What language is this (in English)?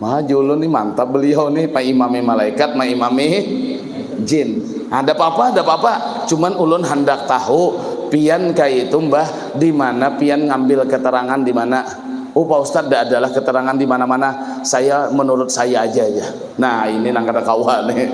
Banjar